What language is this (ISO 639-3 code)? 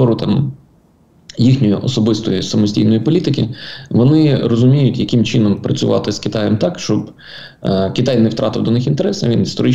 ukr